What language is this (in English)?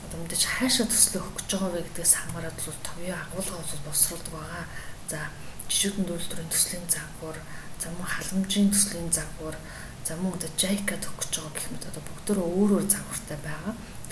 Mongolian